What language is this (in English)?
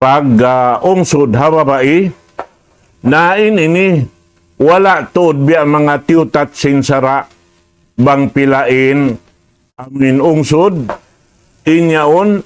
Tausug